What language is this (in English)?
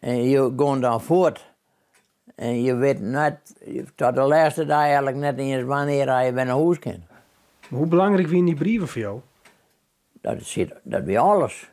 Western Frisian